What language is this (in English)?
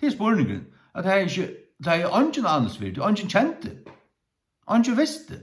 Faroese